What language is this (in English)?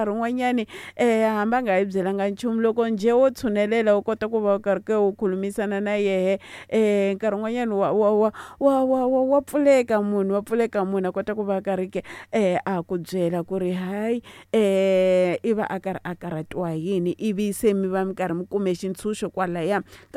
Tsonga